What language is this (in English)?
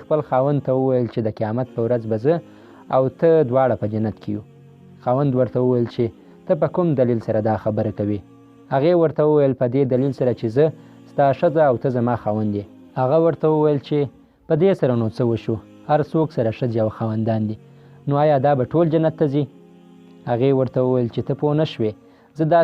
Pashto